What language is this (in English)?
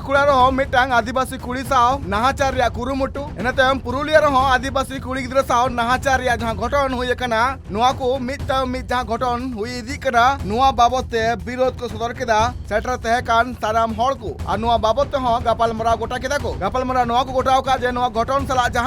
Santali